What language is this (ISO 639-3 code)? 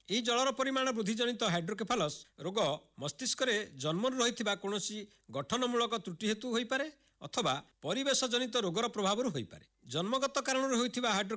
ori